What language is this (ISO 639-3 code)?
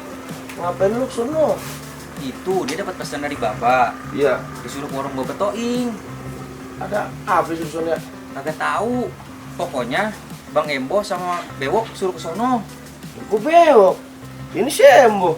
bew